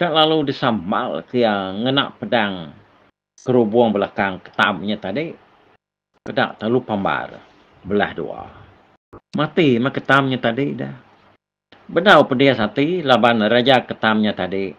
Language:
Iban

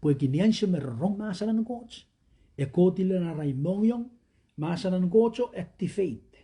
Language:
Pohnpeian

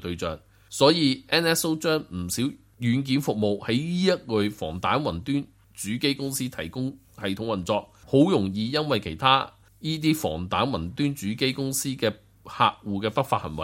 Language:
Cantonese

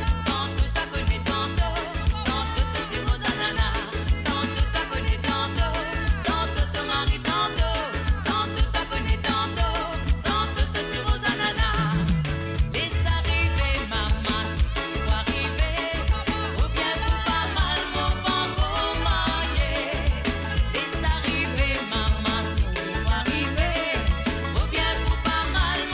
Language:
Morisyen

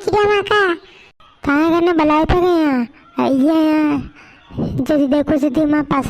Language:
Rajasthani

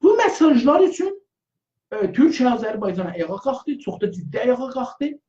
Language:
South Azerbaijani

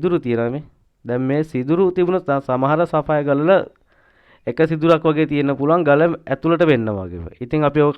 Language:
Sinhala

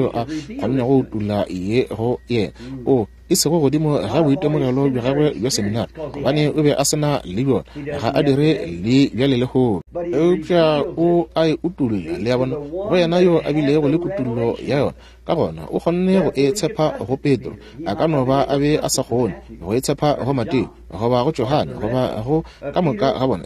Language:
Northern Sotho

